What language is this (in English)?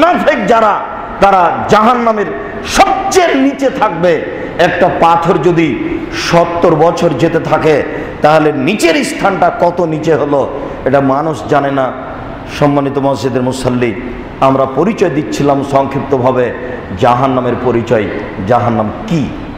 Bangla